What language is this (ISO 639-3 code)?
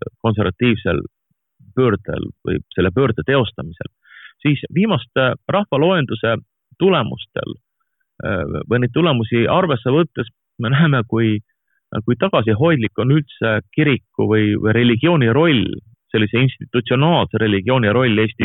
est